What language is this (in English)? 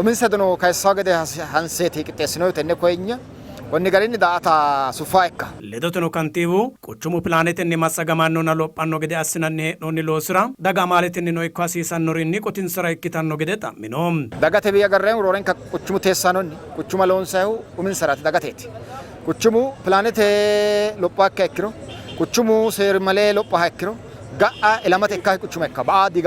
Sidamo